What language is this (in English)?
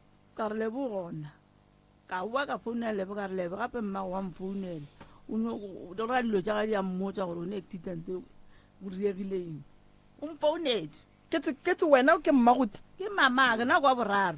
Northern Sotho